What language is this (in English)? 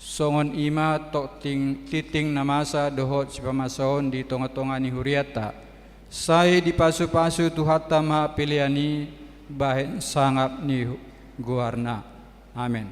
Batak Toba